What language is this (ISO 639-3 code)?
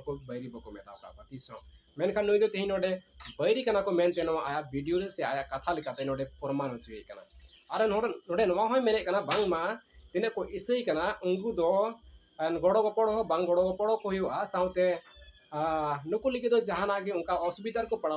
sat